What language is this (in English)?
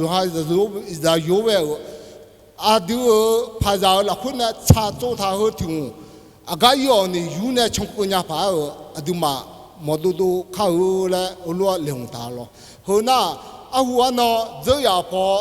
Akha